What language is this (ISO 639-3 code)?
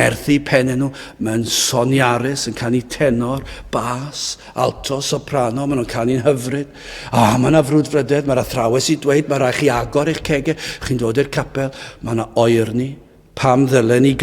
cym